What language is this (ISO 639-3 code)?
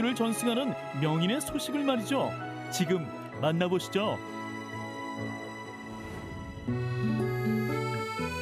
kor